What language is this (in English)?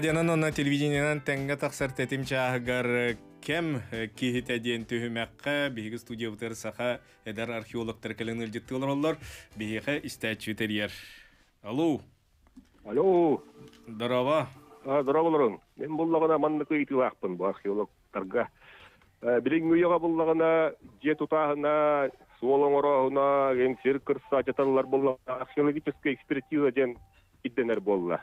Yakut